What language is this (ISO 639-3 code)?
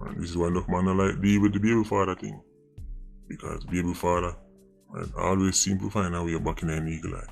jam